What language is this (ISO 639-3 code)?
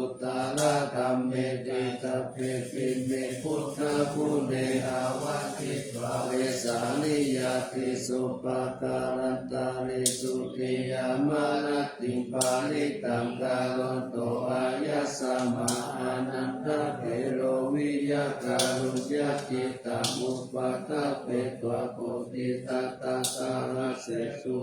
pli